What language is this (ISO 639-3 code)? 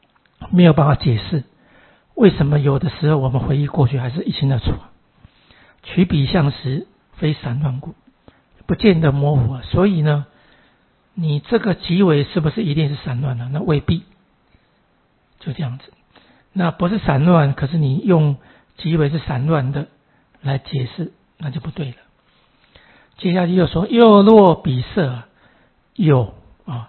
zho